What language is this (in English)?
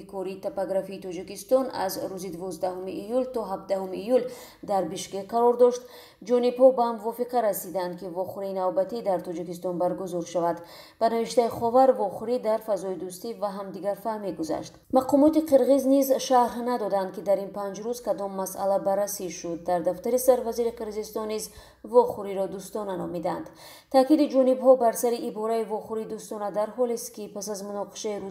Tajik